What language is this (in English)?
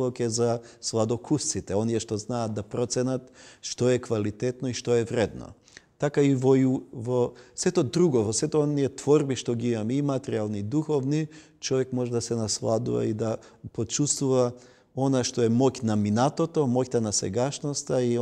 Macedonian